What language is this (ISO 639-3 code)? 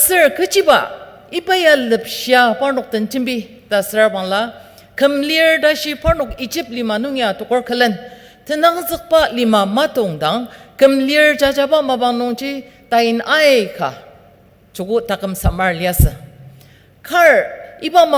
njo